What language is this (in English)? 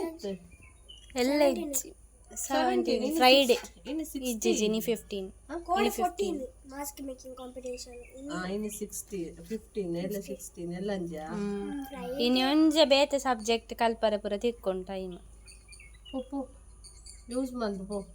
Tulu